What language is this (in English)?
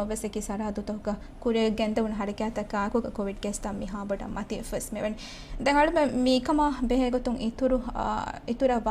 Divehi